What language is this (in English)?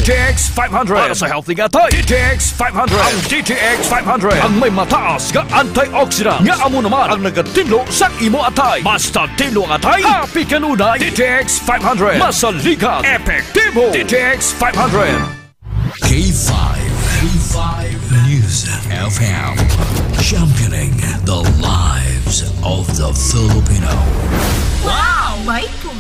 Hiligaynon